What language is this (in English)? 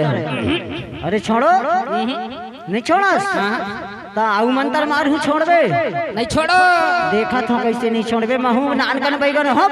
Chhattisgarhi